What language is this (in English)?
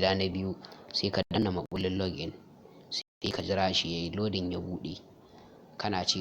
Hausa